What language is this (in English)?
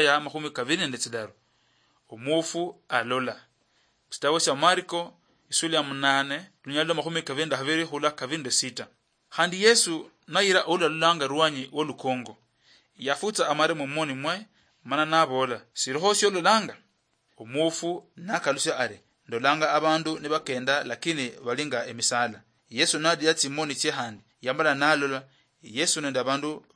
Luyia